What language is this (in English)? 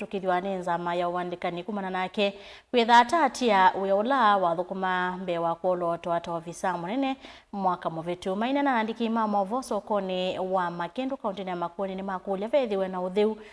Kamba